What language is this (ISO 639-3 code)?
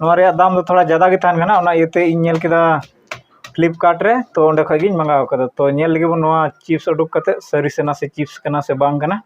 sat